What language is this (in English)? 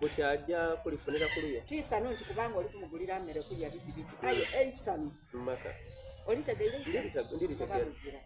Soga